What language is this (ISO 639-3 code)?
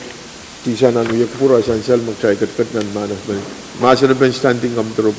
pon